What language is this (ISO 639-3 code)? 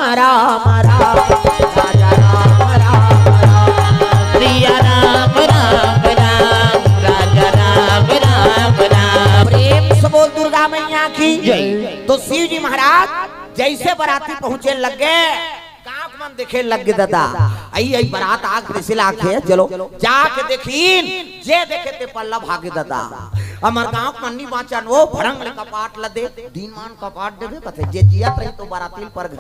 hne